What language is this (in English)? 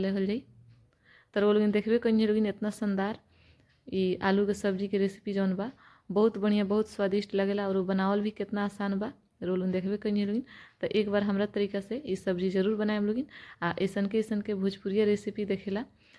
Bhojpuri